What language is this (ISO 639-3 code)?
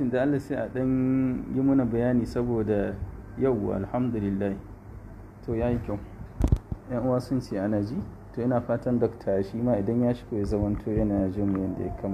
hau